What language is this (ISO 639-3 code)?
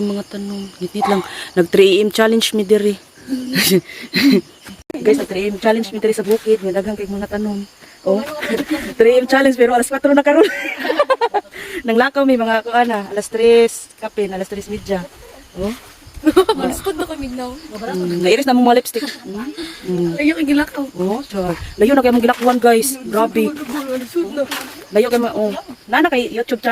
ceb